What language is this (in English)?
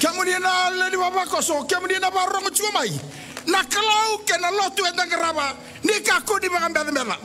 Fijian